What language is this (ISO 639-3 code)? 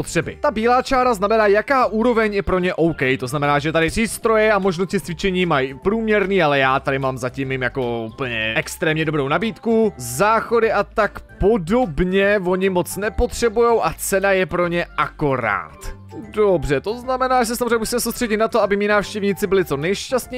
ces